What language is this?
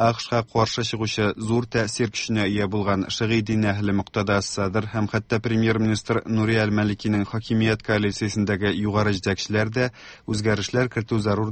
Tatar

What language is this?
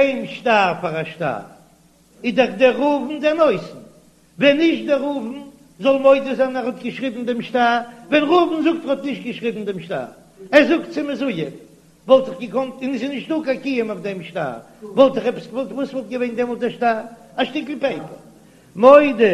Yiddish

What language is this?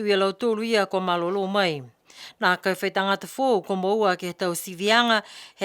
Niuean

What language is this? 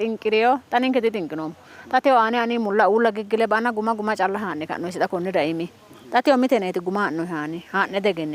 Sidamo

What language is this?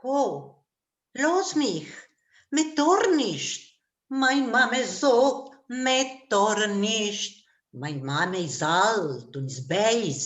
Yiddish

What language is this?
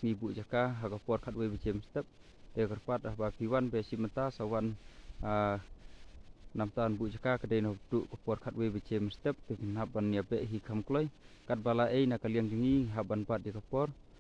Khasi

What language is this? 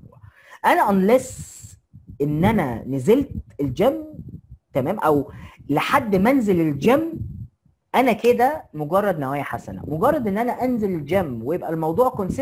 Egyptian Arabic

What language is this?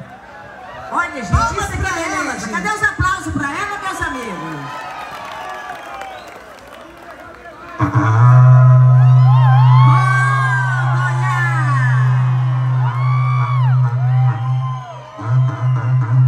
Portuguese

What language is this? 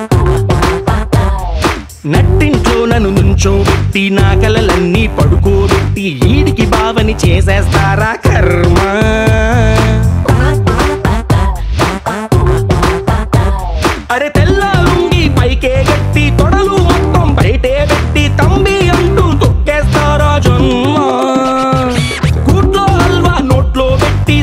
Telugu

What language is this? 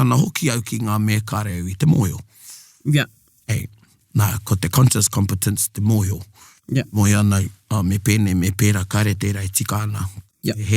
Māori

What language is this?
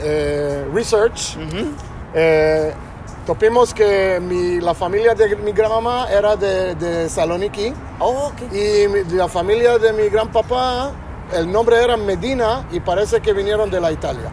Ladino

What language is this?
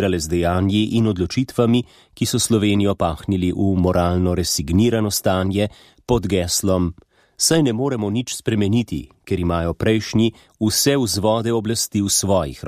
Slovenian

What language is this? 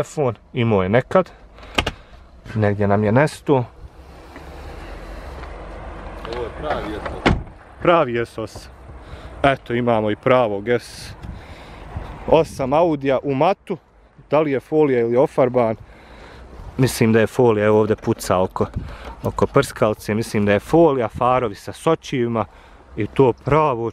Bosnian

